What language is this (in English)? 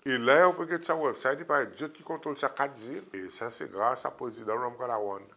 Seselwa Creole French